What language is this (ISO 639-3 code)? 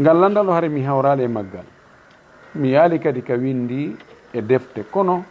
ful